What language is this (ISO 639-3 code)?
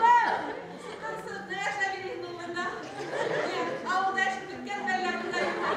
bak